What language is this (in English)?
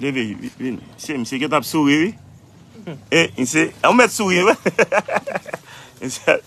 Haitian Creole